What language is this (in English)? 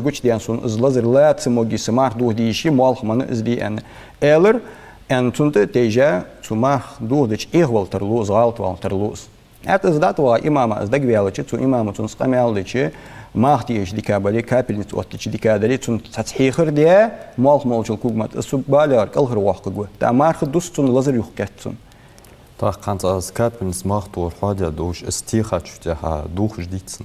Ingush